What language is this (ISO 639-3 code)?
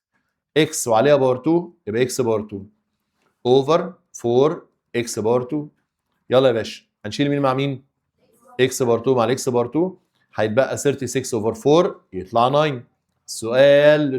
arz